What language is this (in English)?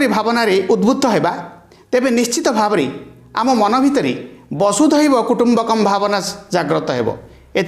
Odia